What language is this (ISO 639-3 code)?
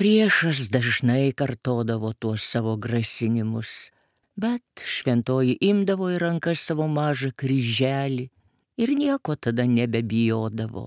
lit